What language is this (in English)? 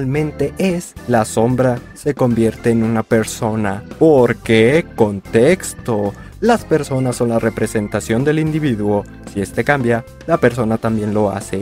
Spanish